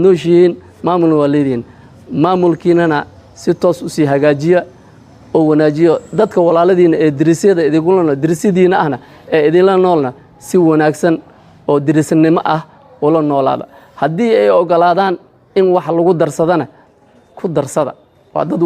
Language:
Somali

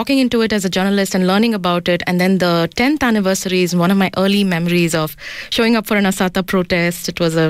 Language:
English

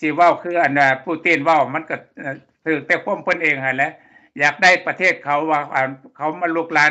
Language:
Lao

